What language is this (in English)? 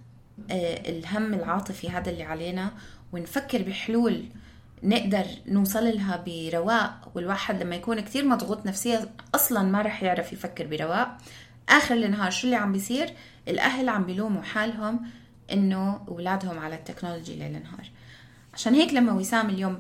North Levantine Arabic